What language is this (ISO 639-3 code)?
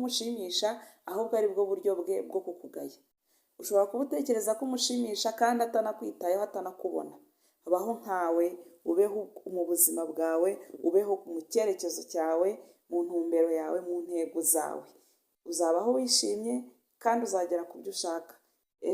kin